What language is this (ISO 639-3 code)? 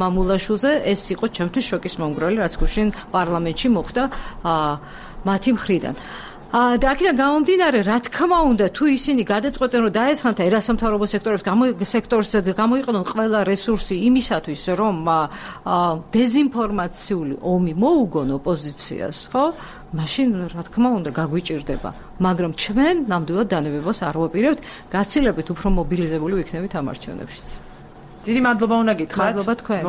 kat